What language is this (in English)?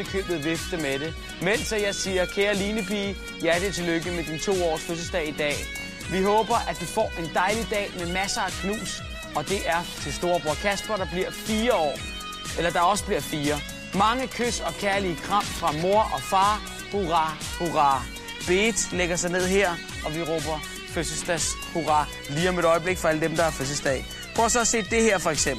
Danish